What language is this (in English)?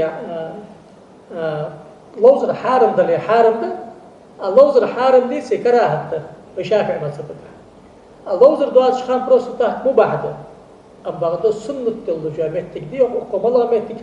Ingush